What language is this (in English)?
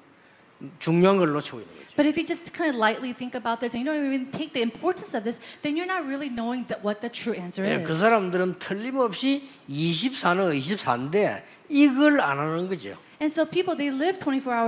Korean